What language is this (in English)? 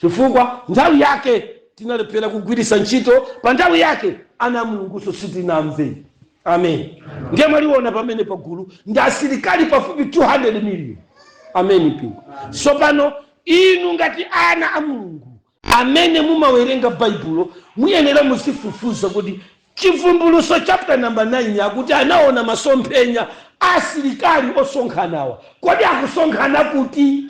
Nyanja